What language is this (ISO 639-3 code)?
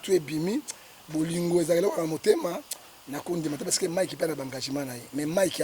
lin